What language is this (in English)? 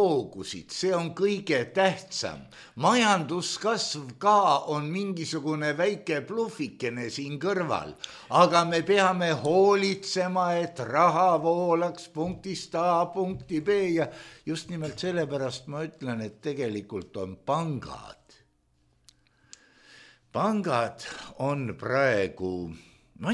Estonian